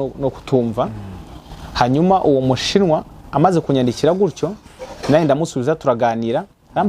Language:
Kinyarwanda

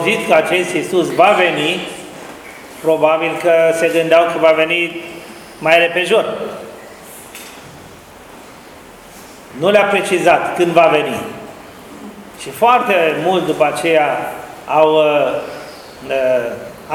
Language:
Romanian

